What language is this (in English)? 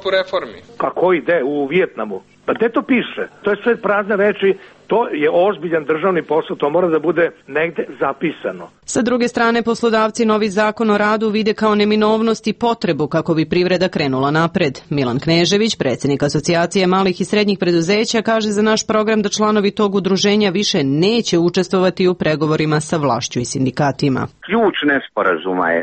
Serbian